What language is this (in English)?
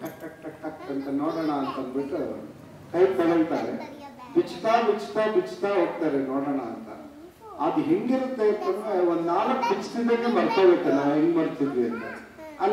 Kannada